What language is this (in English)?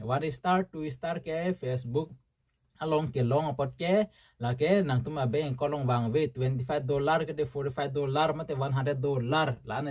Karbi